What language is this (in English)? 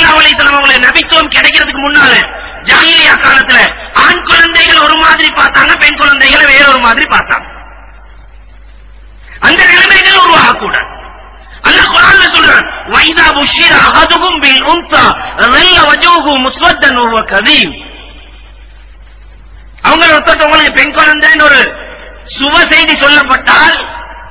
Tamil